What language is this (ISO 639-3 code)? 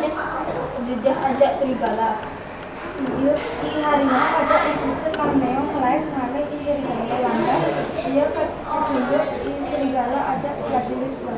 ban